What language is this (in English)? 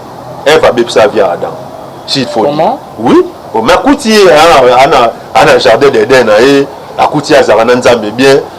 Lingala